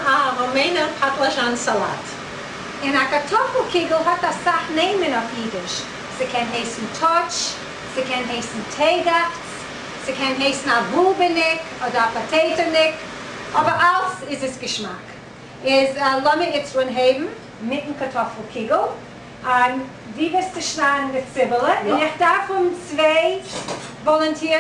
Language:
Yiddish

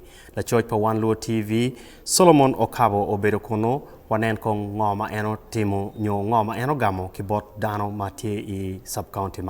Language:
Acoli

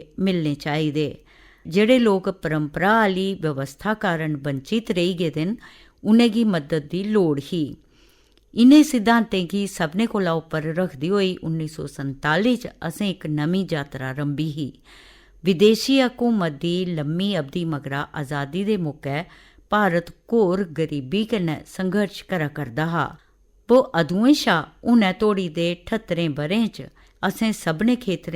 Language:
Dogri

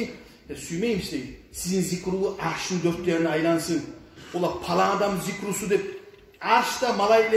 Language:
Kumyk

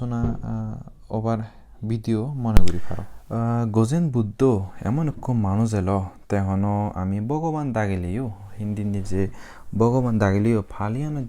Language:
Chakma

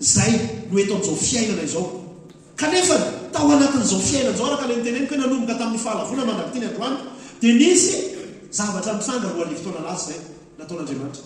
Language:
Malagasy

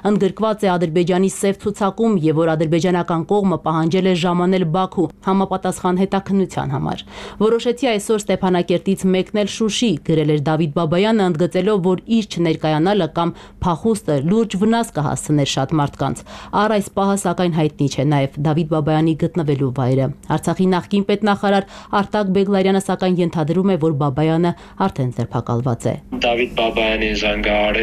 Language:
Armenian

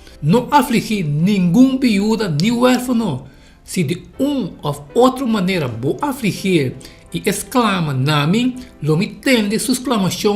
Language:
Papiamento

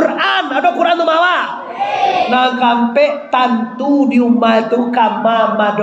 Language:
Minangkabau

